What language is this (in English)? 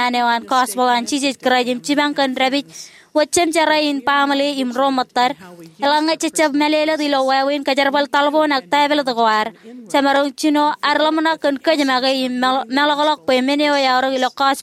Marshallese